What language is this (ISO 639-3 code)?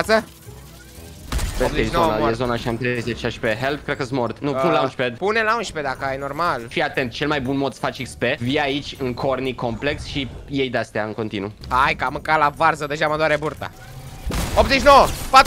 ron